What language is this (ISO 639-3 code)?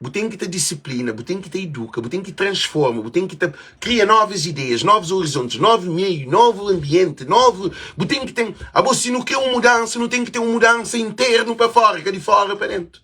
kea